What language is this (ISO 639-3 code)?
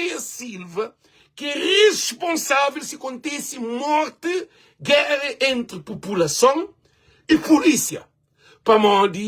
kea